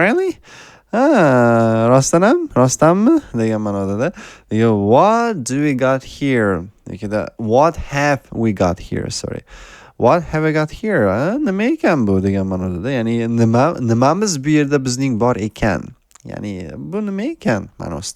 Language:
Uzbek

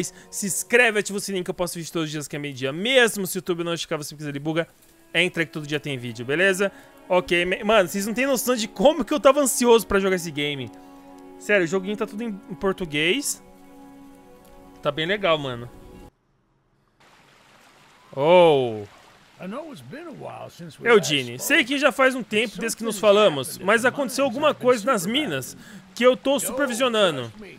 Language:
Portuguese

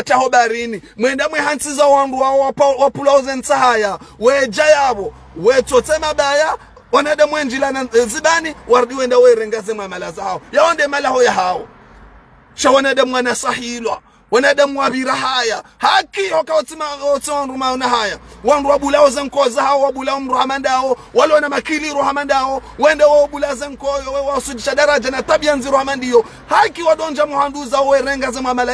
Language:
Ngazidja Comorian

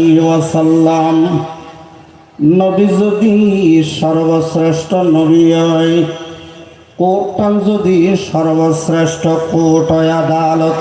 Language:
Rohingya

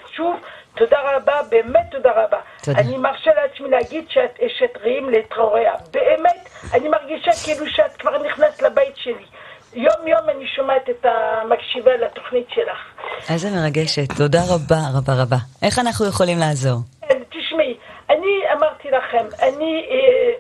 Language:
Hebrew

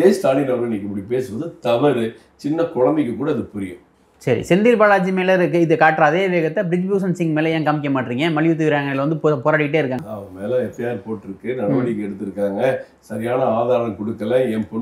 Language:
Tamil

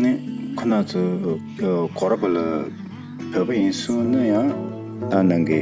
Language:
Tibetan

